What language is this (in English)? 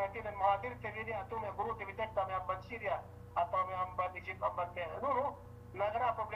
Yakan